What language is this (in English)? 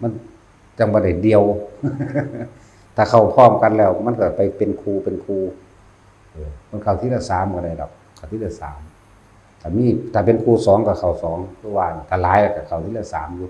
Lao